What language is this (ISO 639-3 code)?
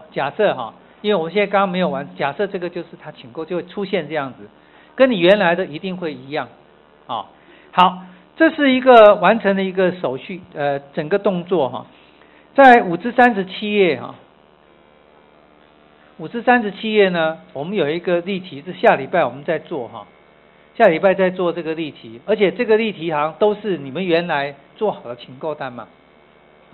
zho